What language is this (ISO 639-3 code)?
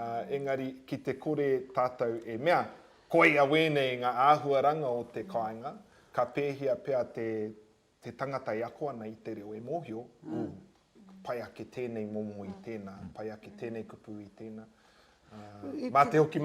mri